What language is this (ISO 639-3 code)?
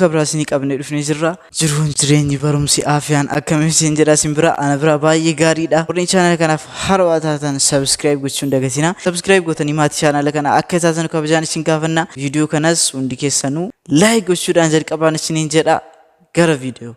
orm